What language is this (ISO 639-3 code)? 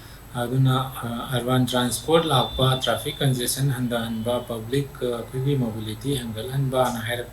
mni